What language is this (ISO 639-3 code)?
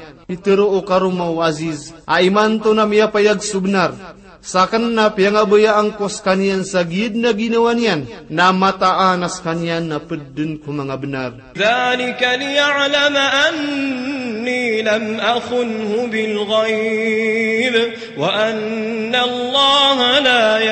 mrw